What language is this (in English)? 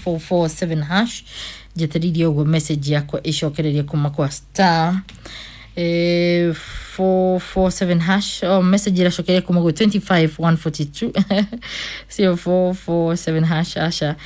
Kikuyu